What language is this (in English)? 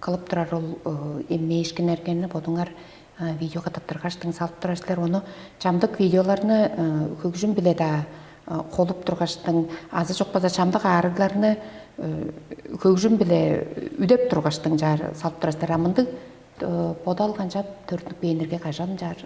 Tuvinian